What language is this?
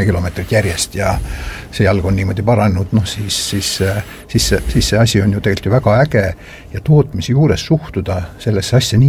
Estonian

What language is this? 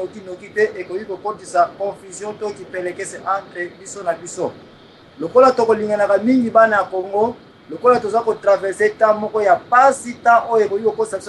Lingala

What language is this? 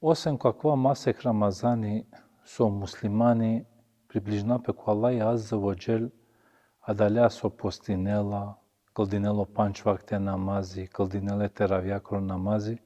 Balkan Romani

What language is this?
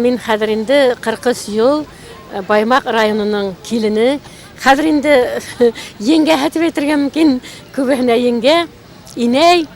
Bashkir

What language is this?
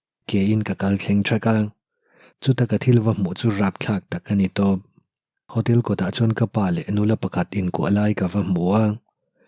Mizo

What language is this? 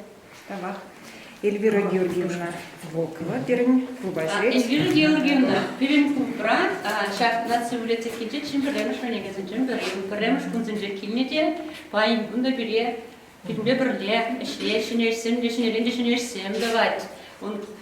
Chuvash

